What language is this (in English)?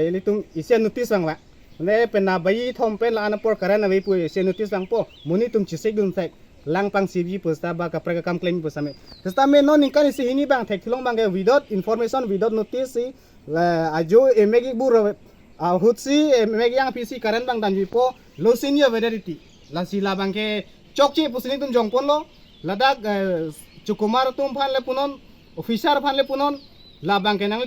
Karbi